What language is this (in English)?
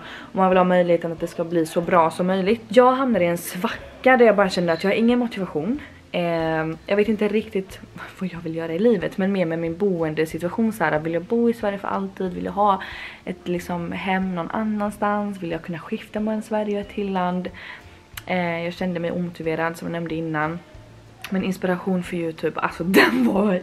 Swedish